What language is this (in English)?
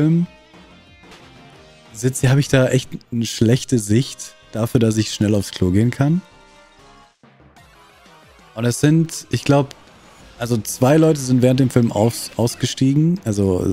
German